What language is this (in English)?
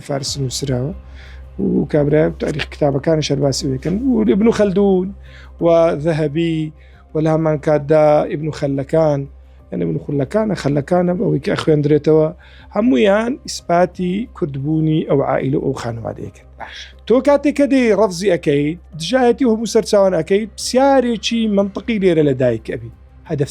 Central Kurdish